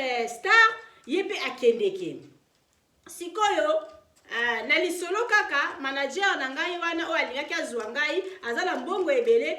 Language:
Lingala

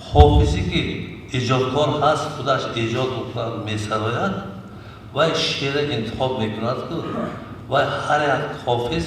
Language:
Tajik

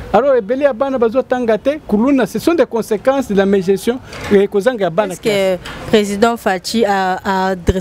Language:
French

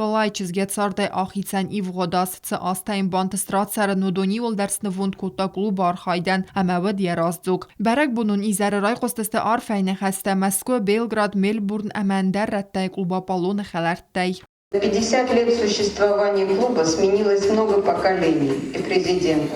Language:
Ossetic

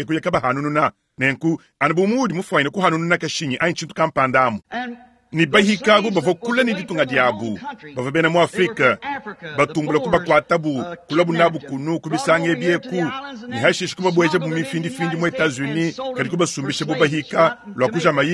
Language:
Luba-Lulua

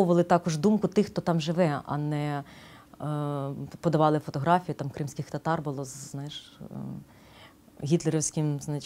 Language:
Ukrainian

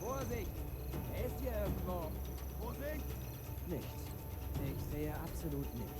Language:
Bavarian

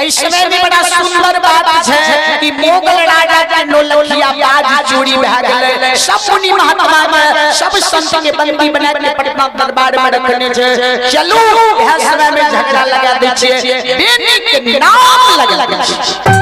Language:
Maithili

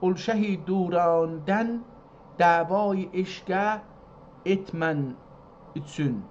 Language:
South Azerbaijani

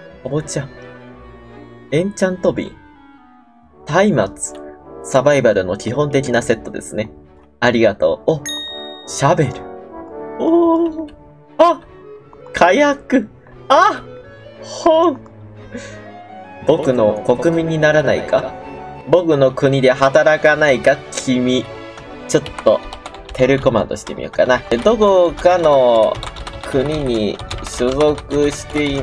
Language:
Japanese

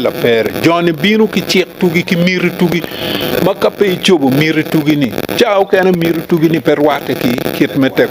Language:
Acoli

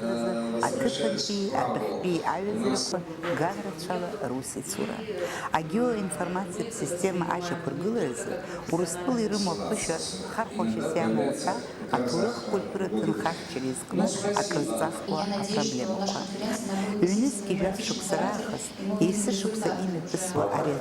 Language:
Abkhazian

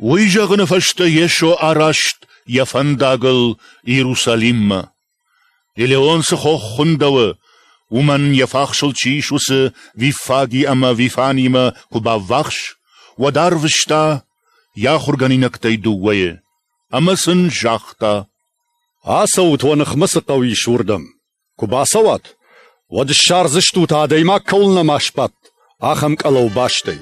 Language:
Ossetic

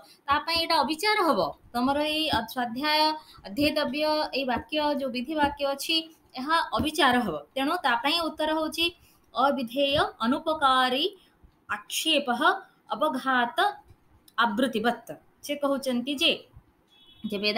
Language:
Odia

